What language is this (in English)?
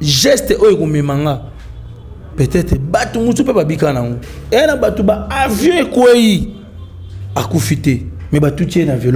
Lingala